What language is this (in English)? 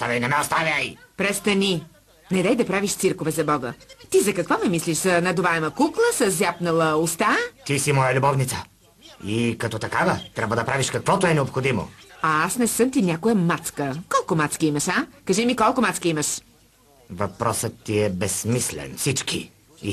Bulgarian